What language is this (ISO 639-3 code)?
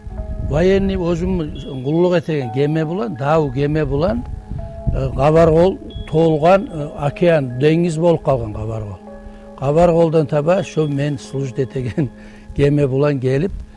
kum